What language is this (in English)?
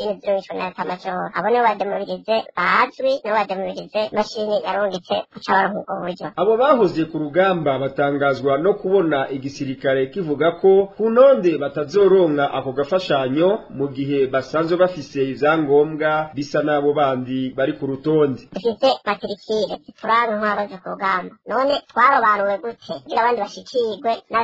Rundi